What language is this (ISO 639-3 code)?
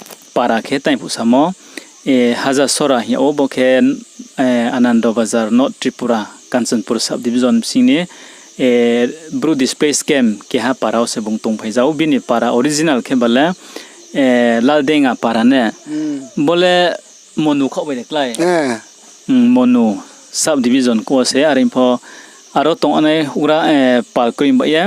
ria